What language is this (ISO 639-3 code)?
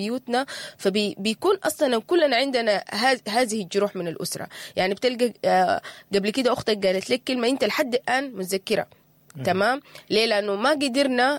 apd